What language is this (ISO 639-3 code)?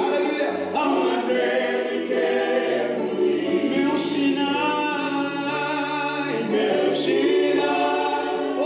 fij